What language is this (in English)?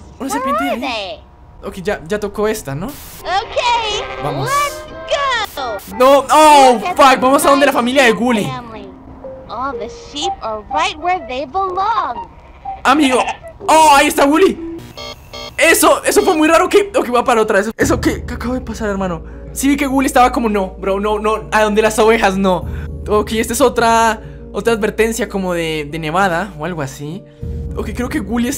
Spanish